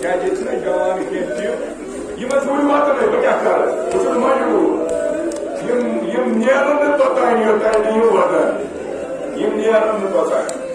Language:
Kashmiri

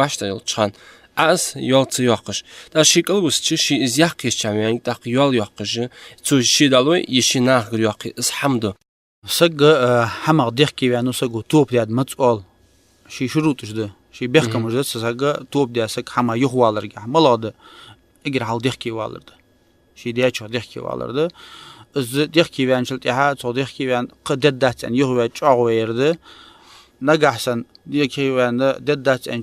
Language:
Ingush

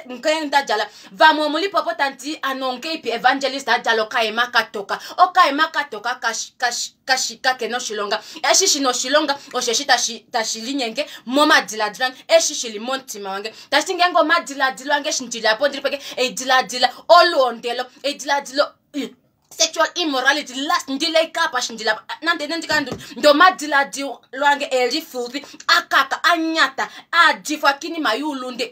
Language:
Kuanyama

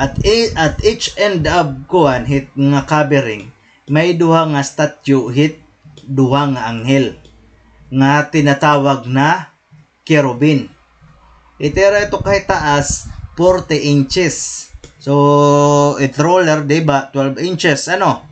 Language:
Waray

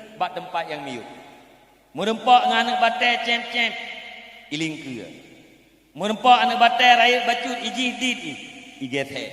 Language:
Achinese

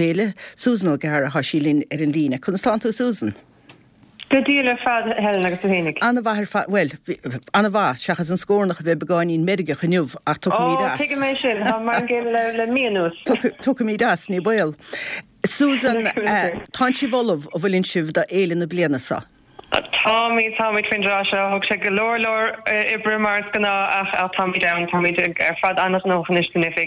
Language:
Irish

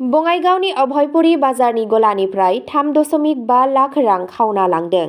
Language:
Bodo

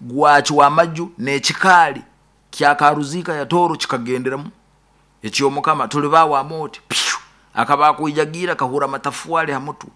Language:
Nyoro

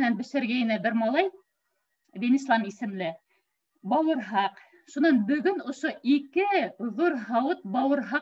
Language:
Bashkir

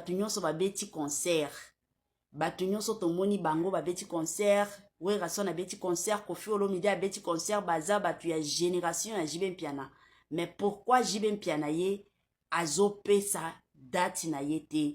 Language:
Lingala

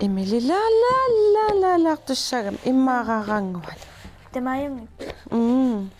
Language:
Kalaallisut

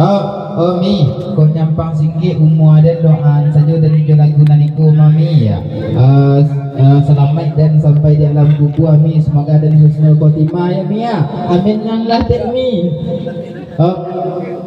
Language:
Minangkabau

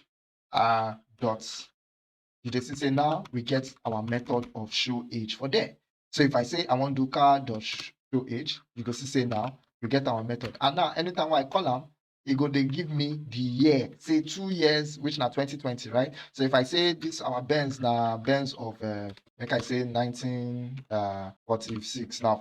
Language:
Nigerian Pidgin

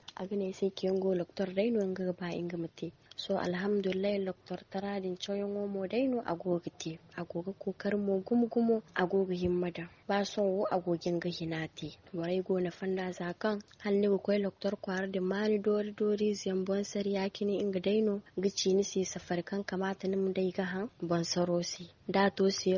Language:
Zarma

